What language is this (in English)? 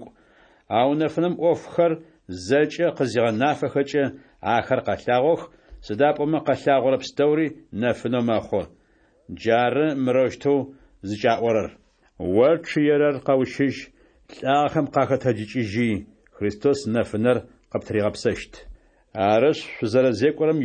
Adyghe